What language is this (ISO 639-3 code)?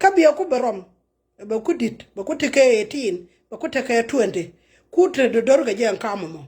nus